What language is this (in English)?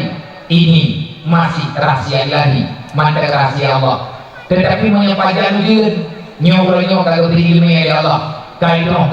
Achinese